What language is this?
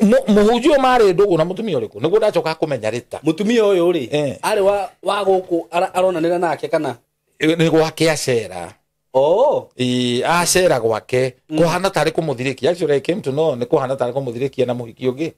Kikuyu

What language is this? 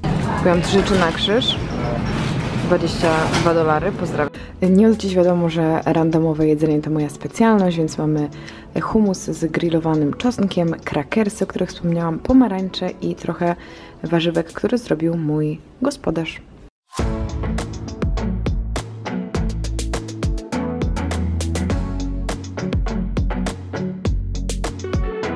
Polish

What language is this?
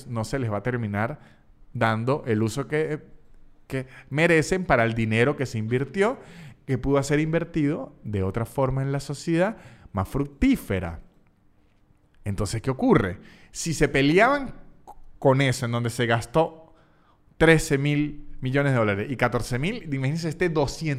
Spanish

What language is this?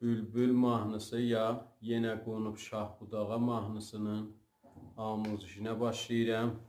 South Azerbaijani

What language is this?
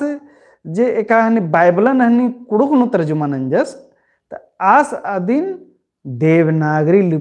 Kurukh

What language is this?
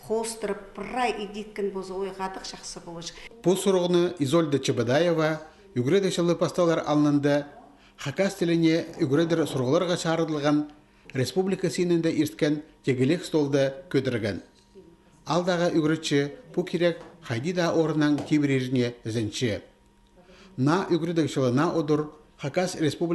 Khakas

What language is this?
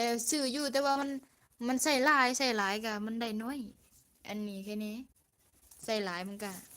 Lao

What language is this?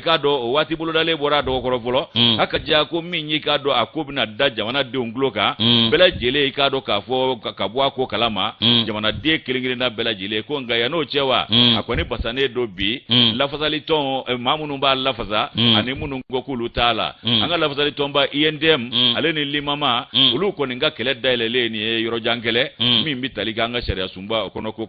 Bambara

